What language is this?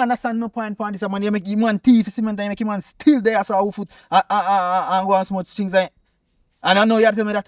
Jamaican Creole English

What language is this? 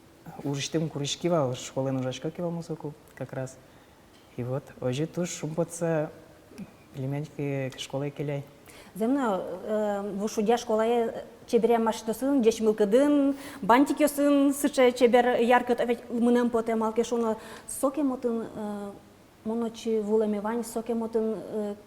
Udmurt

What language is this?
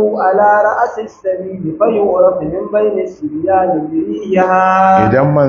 Hausa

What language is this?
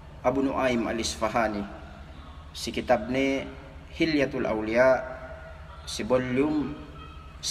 Yakan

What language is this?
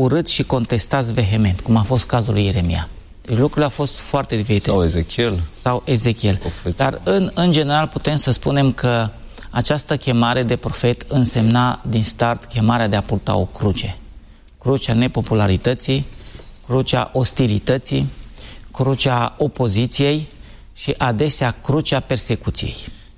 Romanian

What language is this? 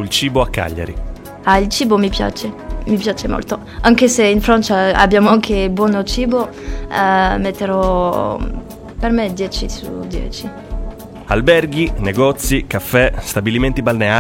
Italian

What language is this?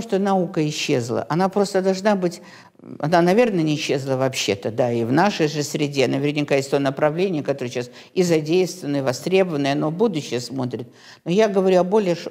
Russian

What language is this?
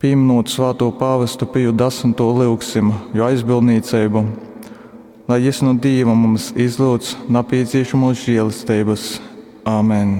Latgalian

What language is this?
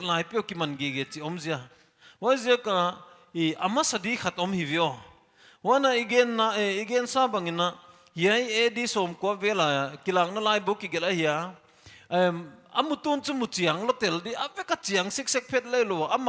Paite Chin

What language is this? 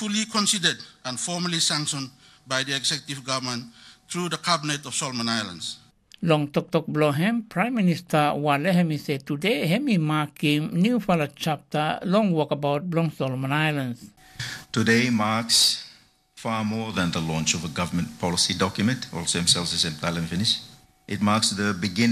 Tok Pisin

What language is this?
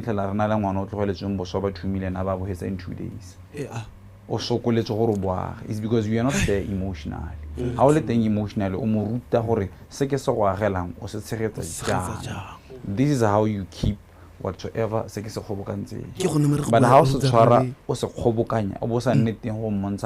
Tswana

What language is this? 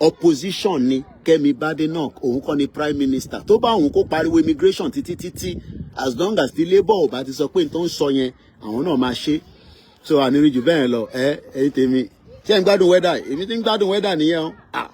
Yoruba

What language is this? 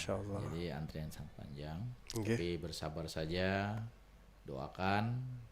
Banjar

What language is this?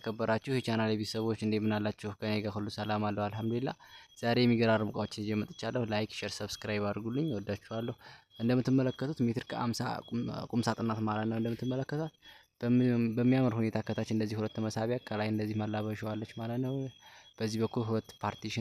Amharic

